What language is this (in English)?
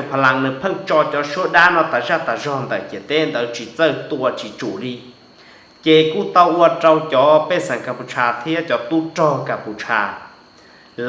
Hmong